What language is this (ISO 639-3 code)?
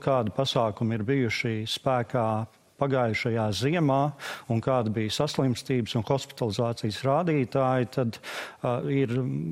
lav